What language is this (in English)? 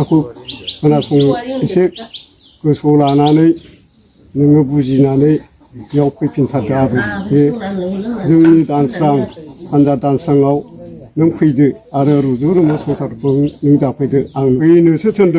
Bodo